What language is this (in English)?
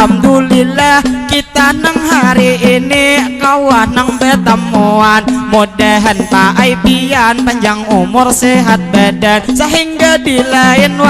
Banjar